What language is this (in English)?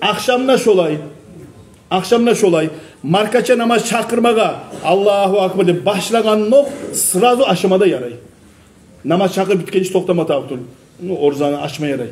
Kumyk